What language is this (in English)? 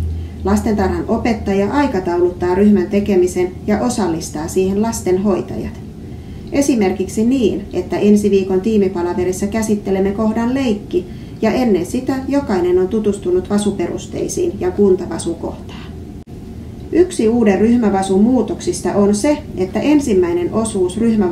Finnish